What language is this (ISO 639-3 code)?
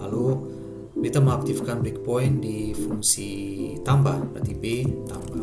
abs